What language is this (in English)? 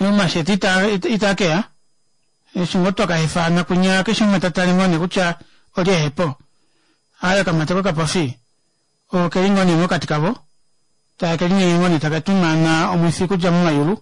Kuanyama